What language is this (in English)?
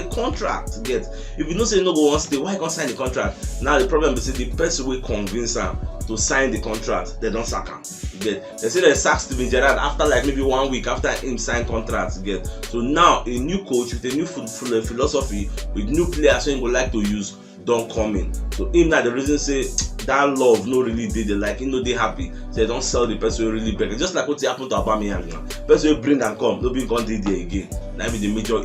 Nigerian Pidgin